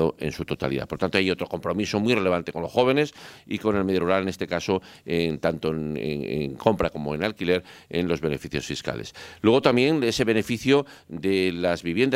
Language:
Spanish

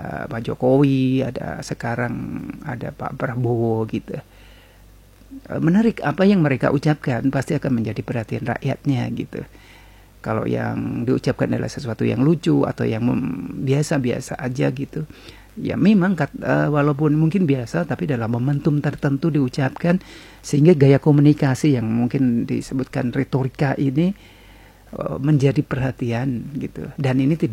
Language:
Indonesian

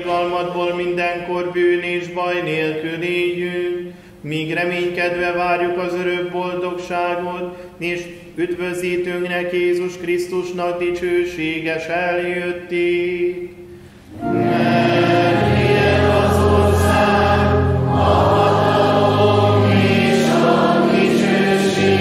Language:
Hungarian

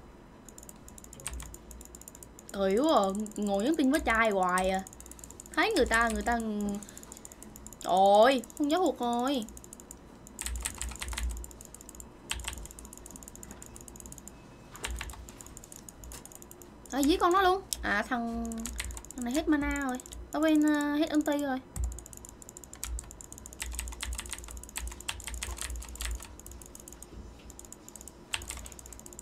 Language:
Vietnamese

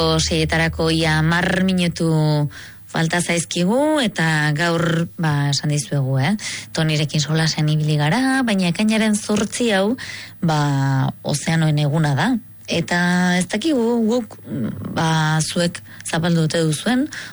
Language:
Basque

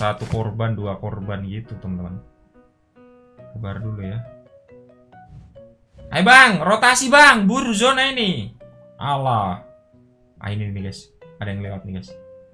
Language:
Indonesian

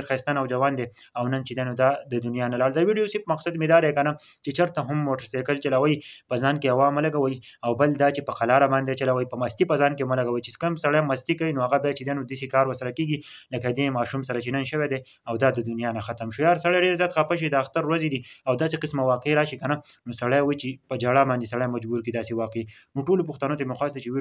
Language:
Pashto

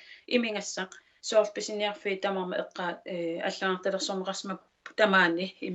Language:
Kalaallisut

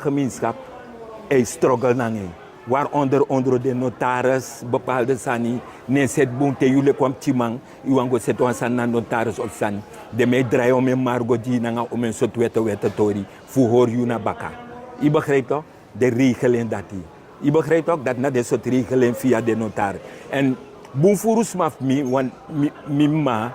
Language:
Sranan Tongo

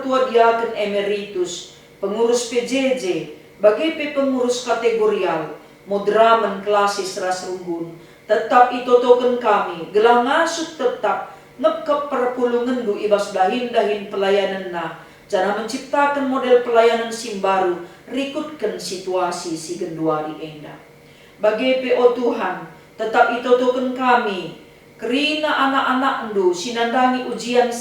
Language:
Batak Karo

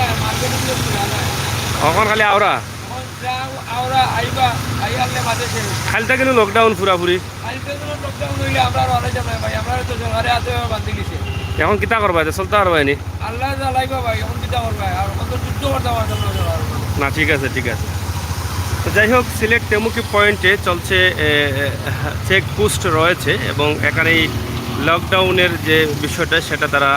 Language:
Sylheti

